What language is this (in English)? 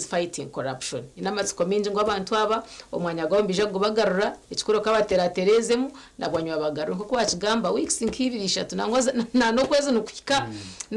Nyankole